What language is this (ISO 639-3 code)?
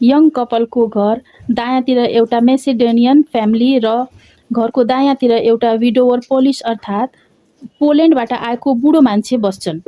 nep